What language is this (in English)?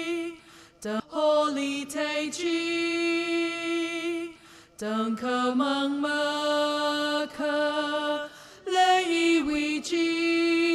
Tangkhul Naga (India)